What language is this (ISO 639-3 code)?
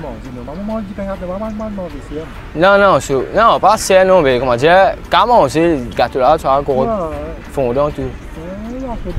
mfe